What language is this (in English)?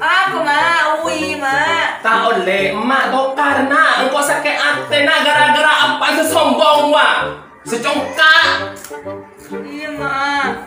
Madurese